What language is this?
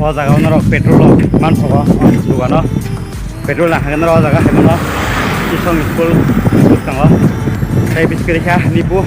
Kok Borok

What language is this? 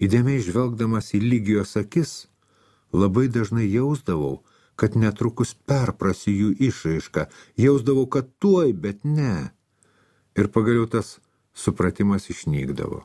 Lithuanian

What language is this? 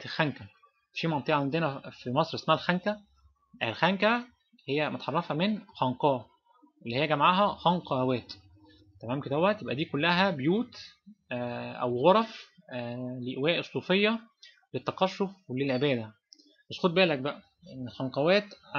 Egyptian Arabic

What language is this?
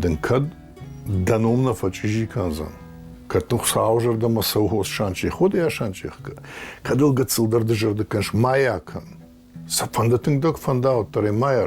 Ossetic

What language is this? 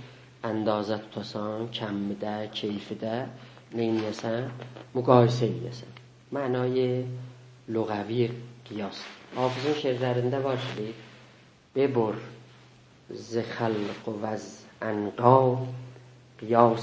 South Azerbaijani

